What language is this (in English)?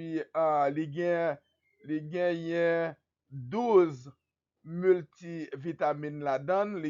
Haitian Creole